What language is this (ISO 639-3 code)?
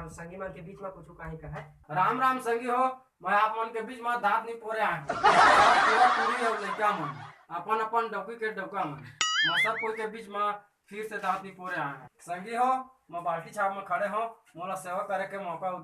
hne